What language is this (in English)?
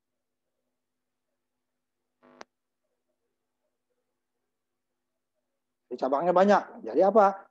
Indonesian